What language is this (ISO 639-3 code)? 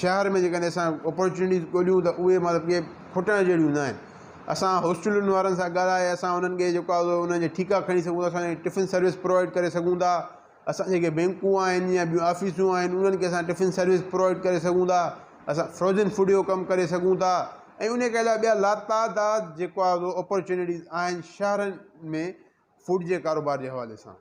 snd